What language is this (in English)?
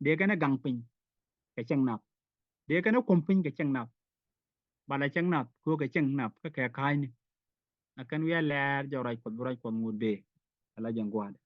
Nuer